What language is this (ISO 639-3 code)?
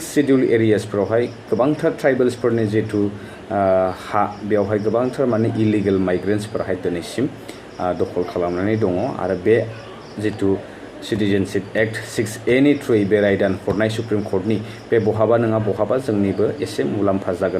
brx